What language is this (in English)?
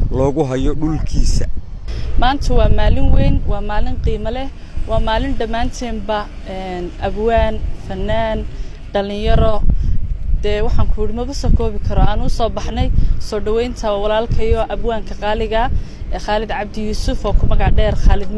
Somali